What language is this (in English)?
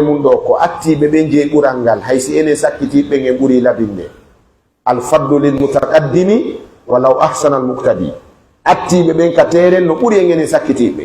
Pular